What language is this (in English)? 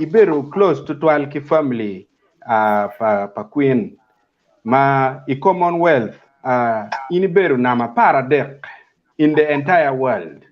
Acoli